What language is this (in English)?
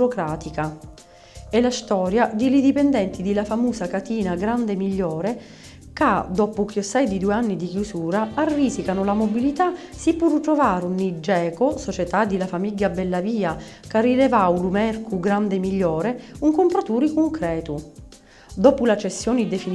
Sicilian